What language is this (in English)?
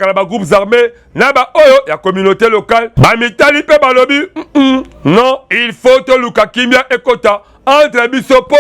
Lingala